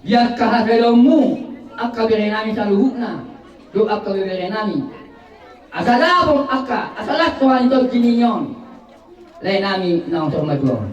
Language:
Batak Toba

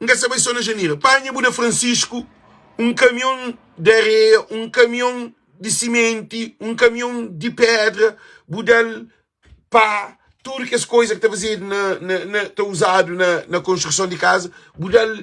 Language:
Kabuverdianu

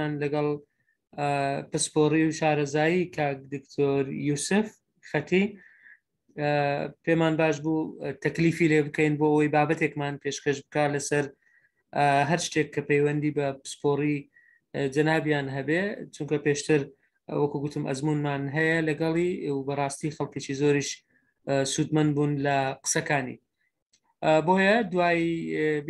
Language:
Central Kurdish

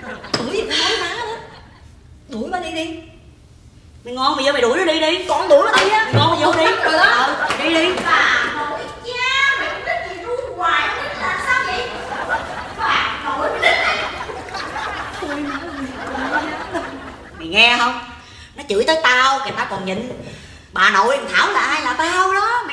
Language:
Vietnamese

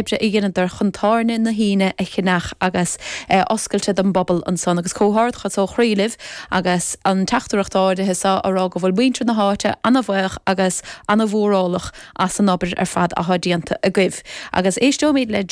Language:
Irish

